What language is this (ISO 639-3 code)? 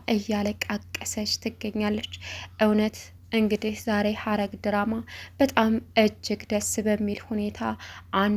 amh